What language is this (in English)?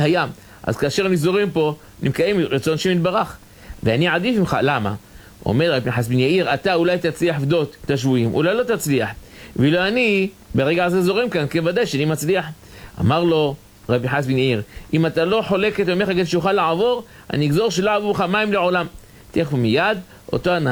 Hebrew